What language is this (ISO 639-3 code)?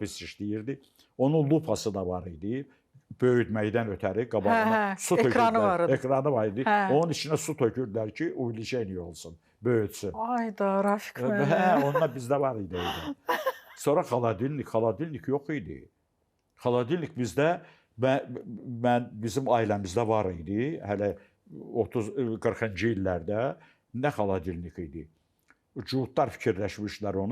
aze